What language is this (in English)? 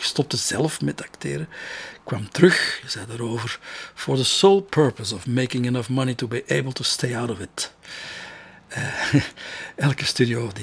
Dutch